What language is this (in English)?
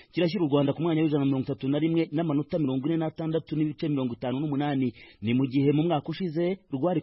Kinyarwanda